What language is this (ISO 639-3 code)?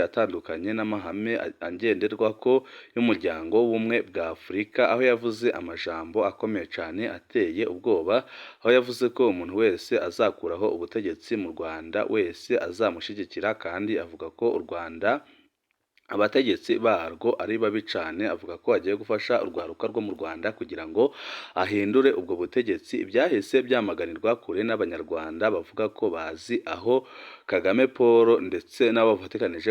run